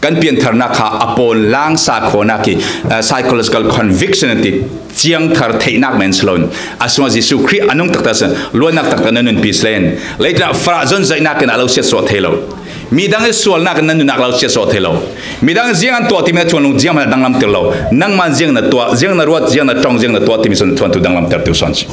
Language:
Falam Chin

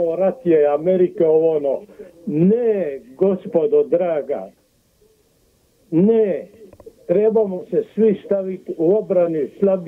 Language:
Croatian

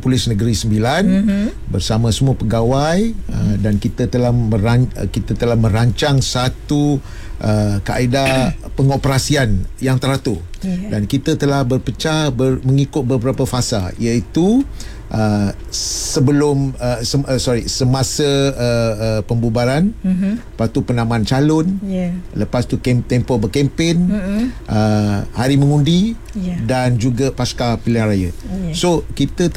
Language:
Malay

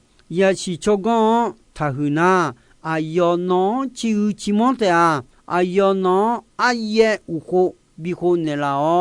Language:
Akha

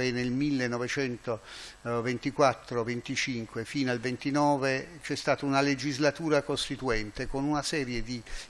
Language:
Italian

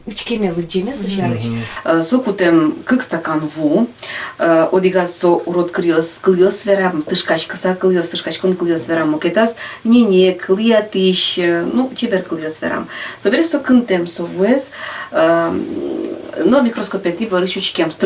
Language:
Udmurt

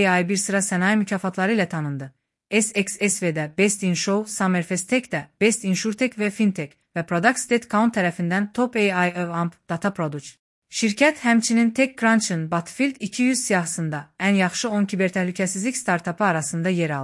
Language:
Azerbaijani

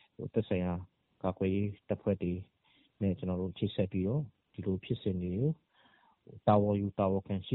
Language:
Burmese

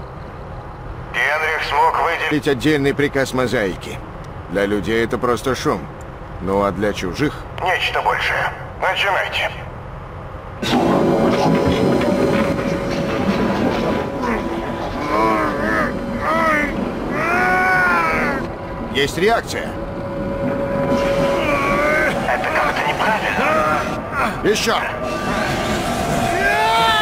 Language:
Russian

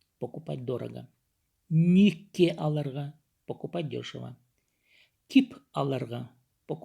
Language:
Khakas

